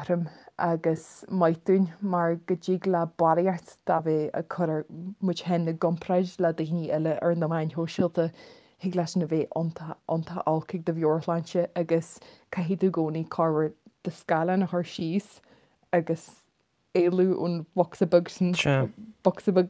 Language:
Irish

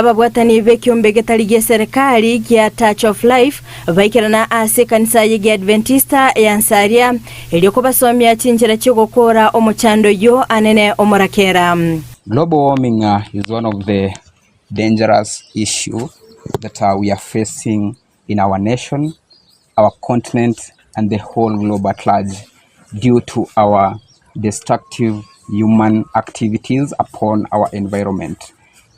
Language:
Gusii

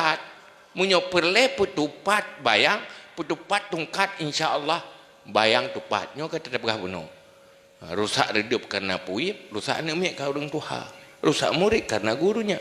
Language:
Achinese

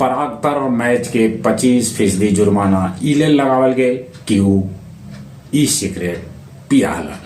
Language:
Magahi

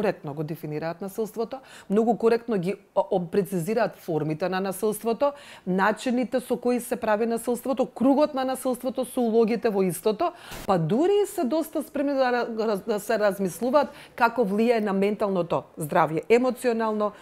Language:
Macedonian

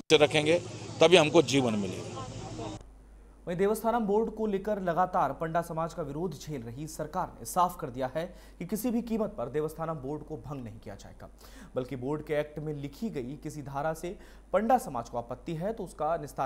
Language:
Hindi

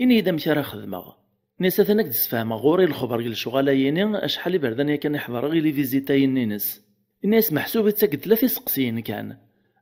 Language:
Kabyle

